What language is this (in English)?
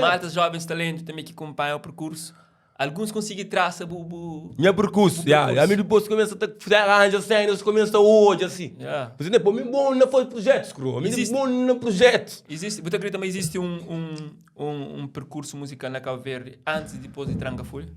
Kabuverdianu